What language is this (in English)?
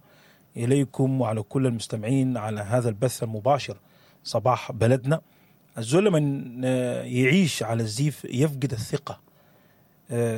Sudanese Arabic